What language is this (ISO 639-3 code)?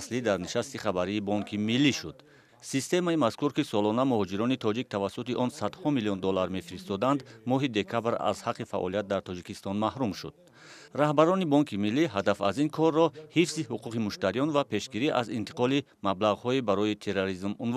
tgk